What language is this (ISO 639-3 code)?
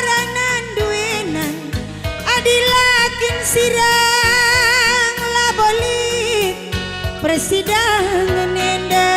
btx